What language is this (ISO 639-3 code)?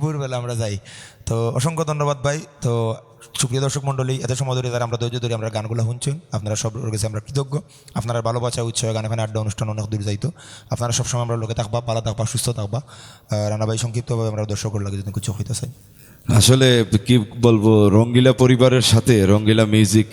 syl